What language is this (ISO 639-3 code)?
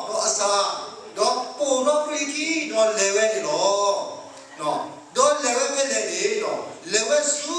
ksw